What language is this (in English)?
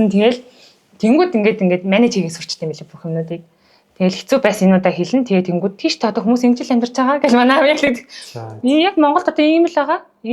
Mongolian